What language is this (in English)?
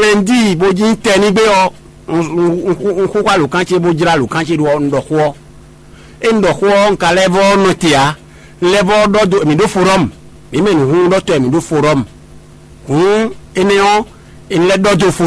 Fon